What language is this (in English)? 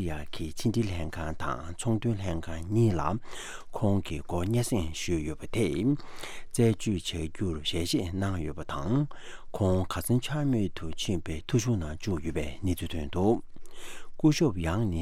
Tibetan